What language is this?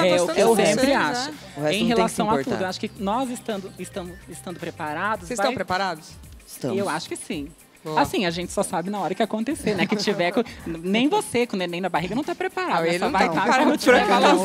Portuguese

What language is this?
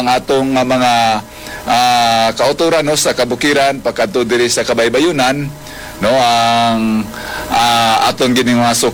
Hiligaynon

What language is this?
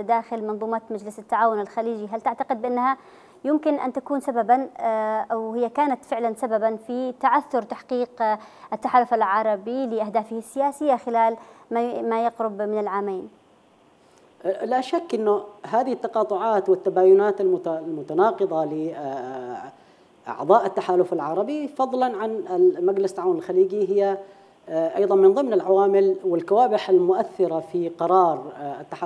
Arabic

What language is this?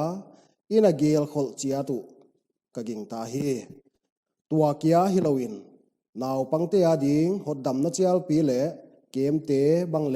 Paite Chin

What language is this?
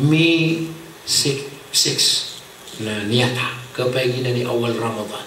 Maranao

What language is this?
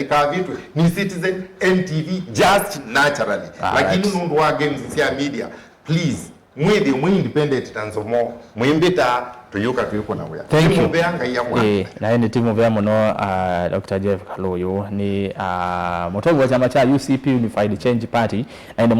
Kamba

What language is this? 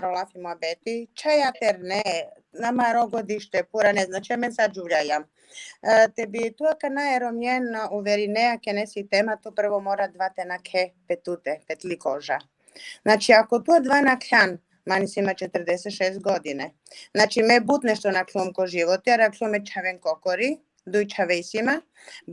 Balkan Romani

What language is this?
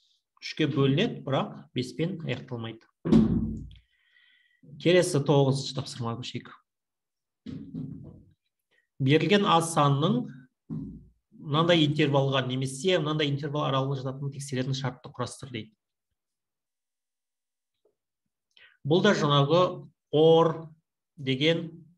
Kazakh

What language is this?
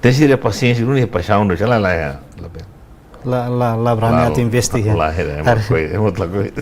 Tetum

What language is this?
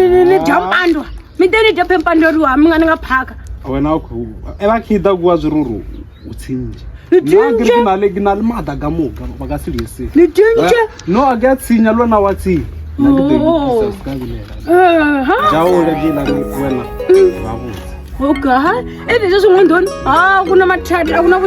Tsonga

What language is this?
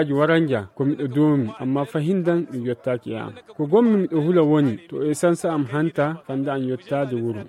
Nigerian Fulfulde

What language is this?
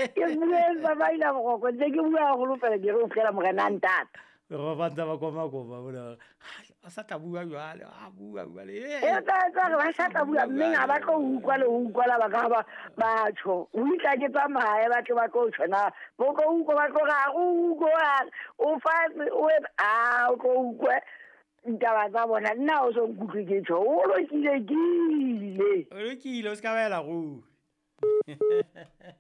Southern Sotho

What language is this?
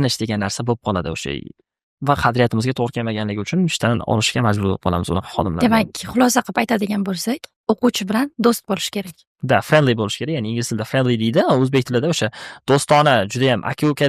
Uzbek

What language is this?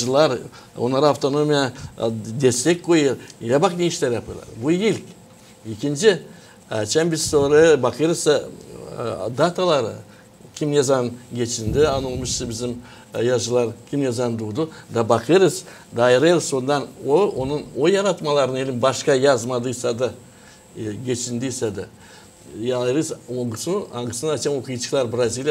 Gagauz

